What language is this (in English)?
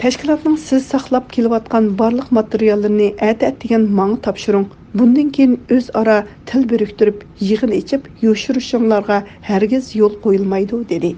Uyghur